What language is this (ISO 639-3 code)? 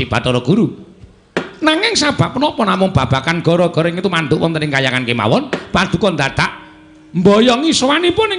jav